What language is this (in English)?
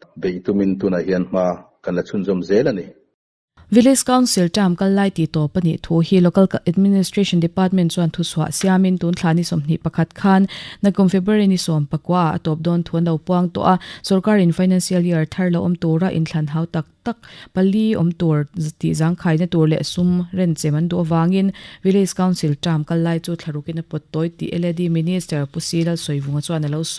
Mizo